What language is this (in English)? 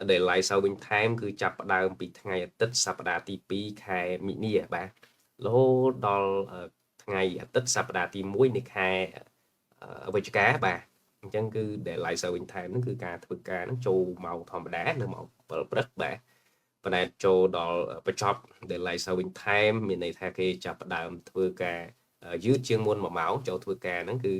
Khmer